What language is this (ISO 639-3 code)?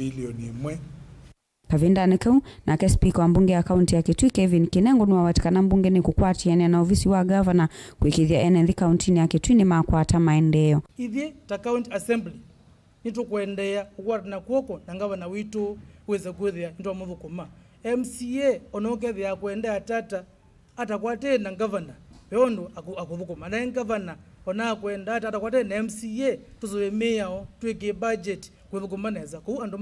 kam